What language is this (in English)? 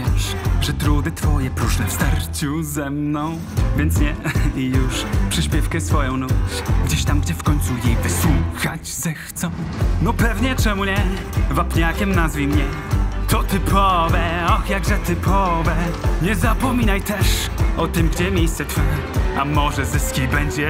Polish